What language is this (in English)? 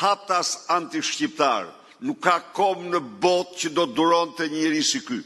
Albanian